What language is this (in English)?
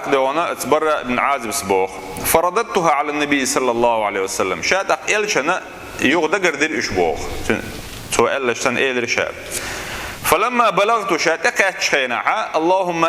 Chechen